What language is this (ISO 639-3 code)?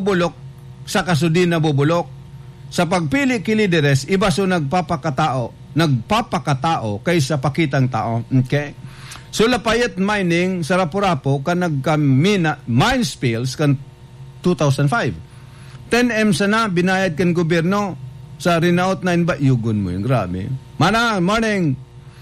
bik